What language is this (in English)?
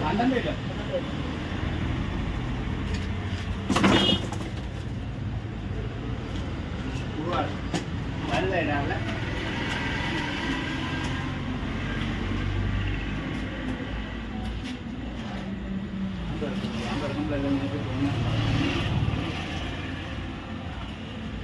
Malayalam